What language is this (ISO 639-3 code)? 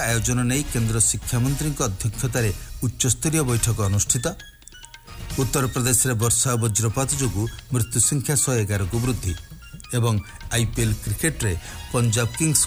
ori